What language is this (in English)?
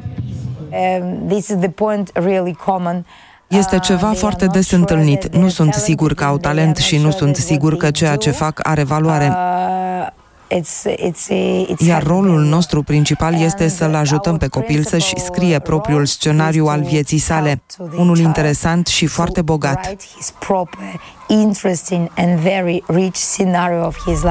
Romanian